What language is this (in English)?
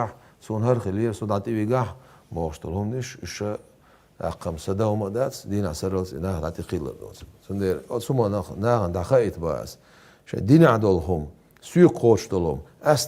Chechen